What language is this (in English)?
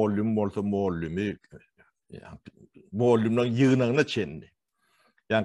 Turkmen